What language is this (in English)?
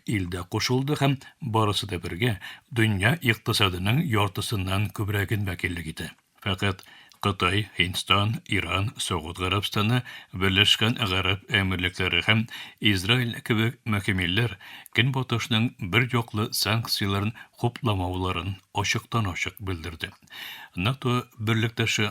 Tatar